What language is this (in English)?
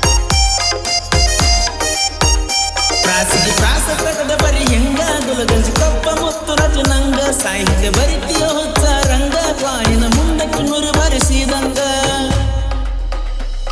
Kannada